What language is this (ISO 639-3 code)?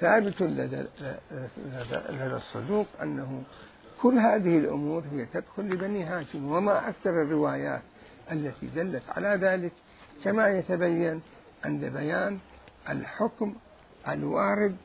acm